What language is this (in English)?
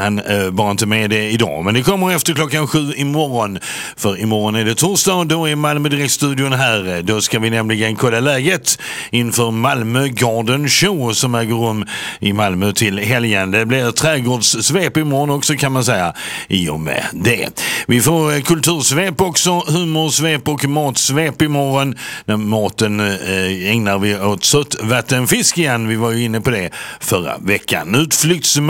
Swedish